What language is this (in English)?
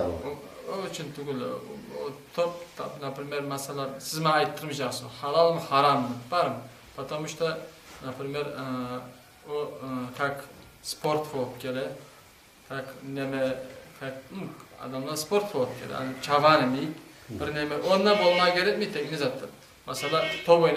Kumyk